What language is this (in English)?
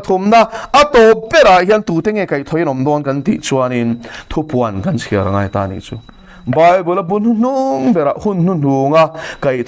Mizo